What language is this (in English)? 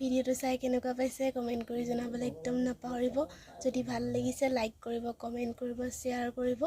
Assamese